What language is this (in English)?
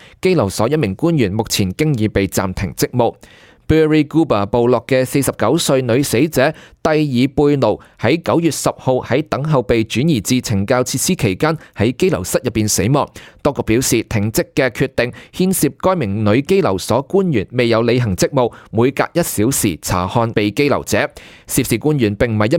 Cantonese